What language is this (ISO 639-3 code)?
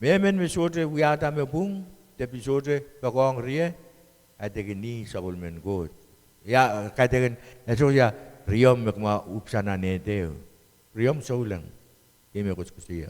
pon